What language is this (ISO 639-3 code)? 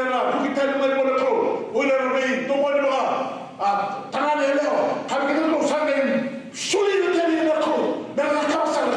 fij